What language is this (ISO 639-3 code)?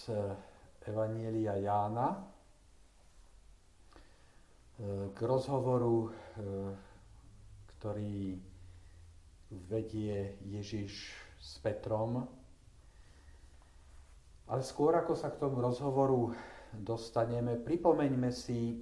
slk